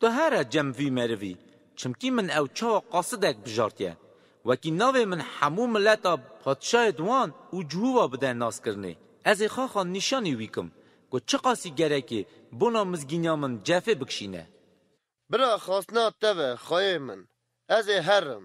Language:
Kurdish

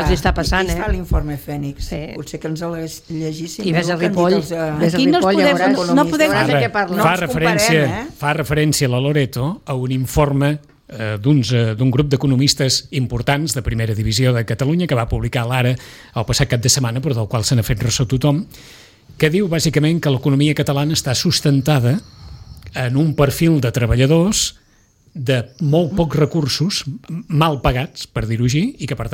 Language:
Catalan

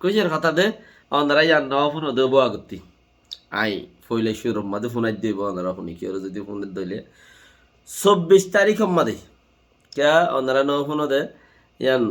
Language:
Rohingya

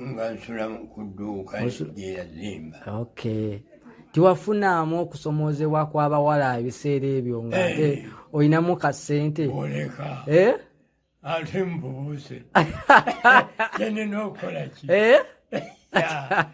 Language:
Ganda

